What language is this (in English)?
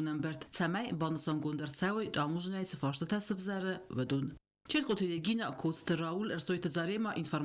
Ossetic